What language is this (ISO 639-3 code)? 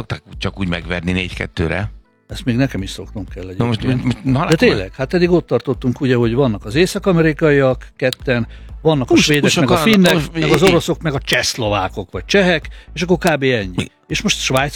hun